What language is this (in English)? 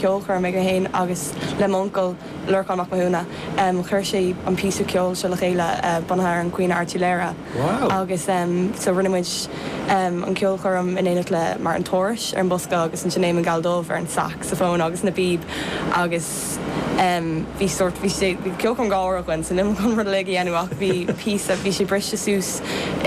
Irish